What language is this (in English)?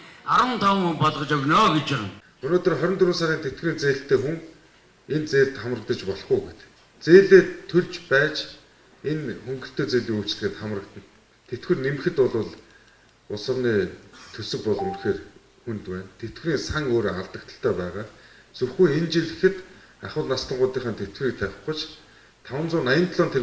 Mongolian